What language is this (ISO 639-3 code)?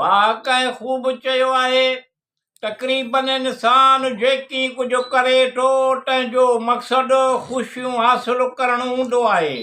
snd